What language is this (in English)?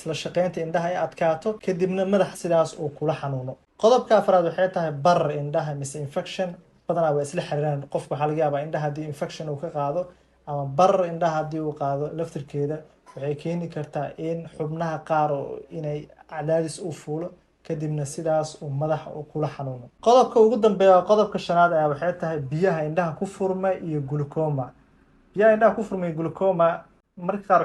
Somali